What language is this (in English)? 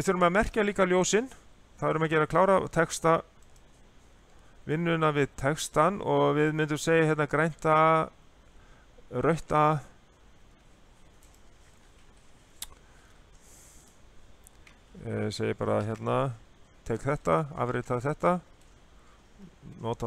Icelandic